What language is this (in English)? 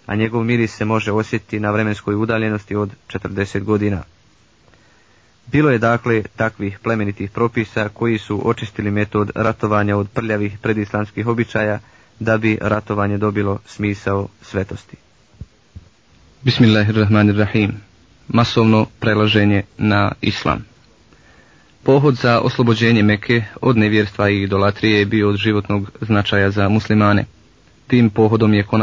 Bosnian